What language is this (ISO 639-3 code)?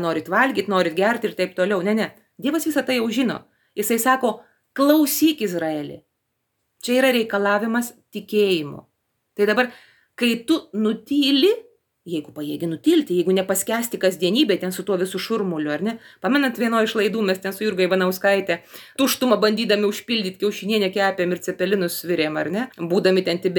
lit